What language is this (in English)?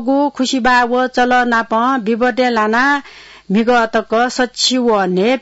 Newari